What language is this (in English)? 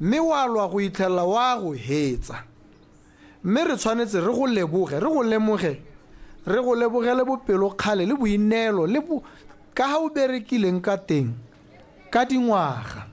Tswana